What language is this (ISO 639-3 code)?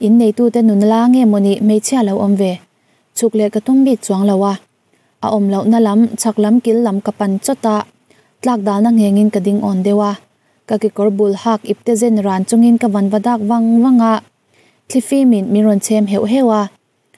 lus